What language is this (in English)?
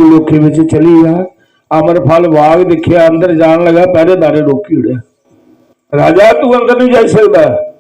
Dogri